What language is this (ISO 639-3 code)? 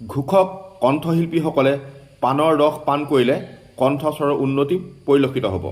asm